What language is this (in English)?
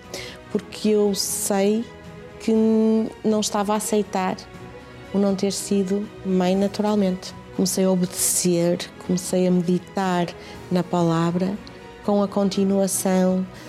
Portuguese